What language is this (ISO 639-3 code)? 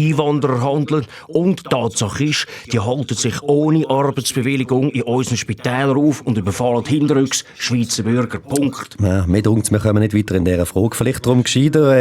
gsw